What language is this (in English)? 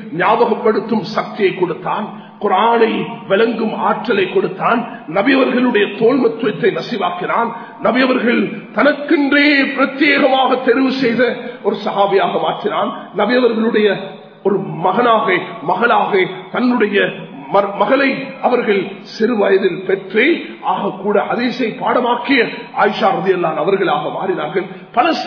Tamil